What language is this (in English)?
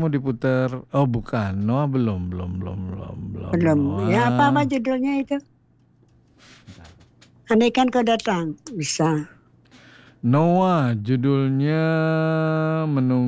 Indonesian